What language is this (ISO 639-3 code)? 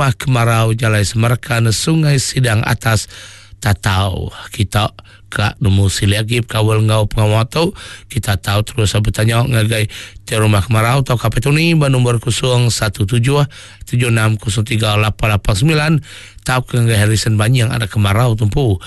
iba